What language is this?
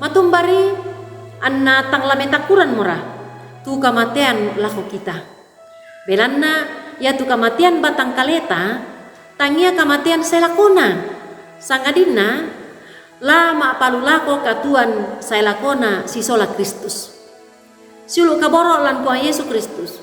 Toraja-Sa'dan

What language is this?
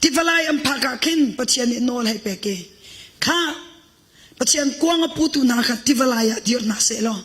Hakha Chin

